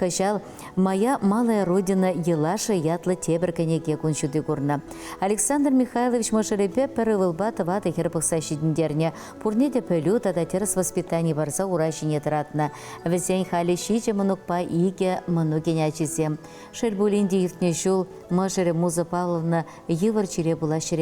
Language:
Chuvash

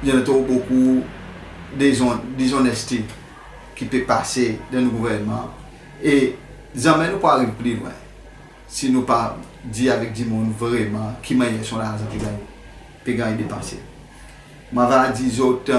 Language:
Seselwa Creole French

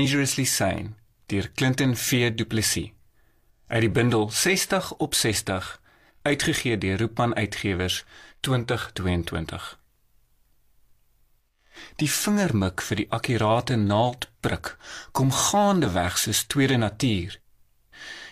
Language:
Afrikaans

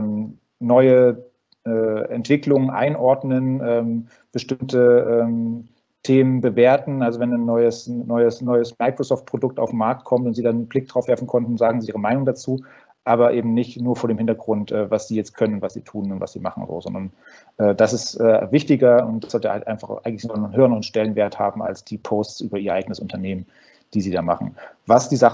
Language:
German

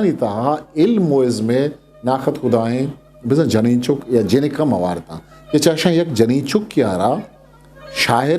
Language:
Eastern Balochi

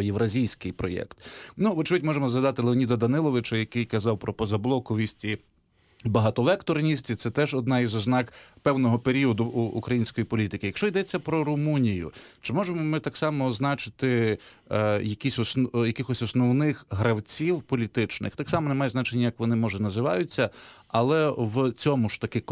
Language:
Ukrainian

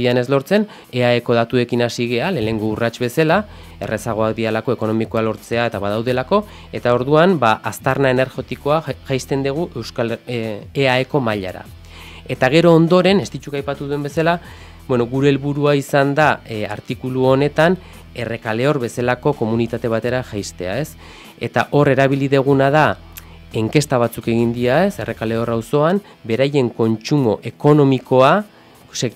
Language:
Basque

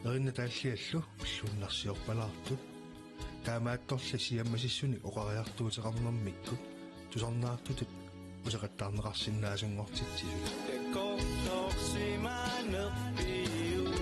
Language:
Kalaallisut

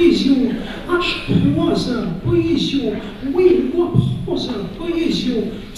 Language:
Abkhazian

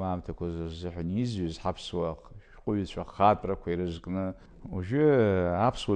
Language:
Abkhazian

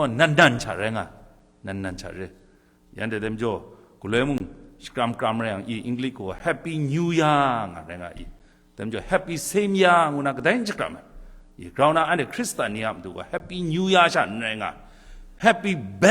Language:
Kachin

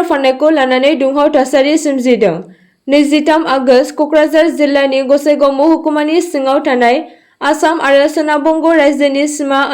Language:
Bodo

